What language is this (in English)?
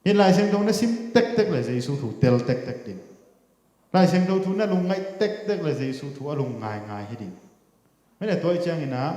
Tedim Chin